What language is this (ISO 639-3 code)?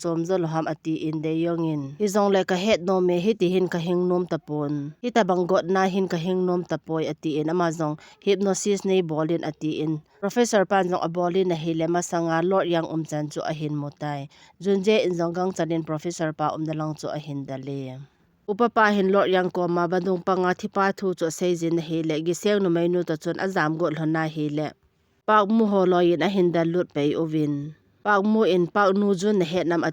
tcz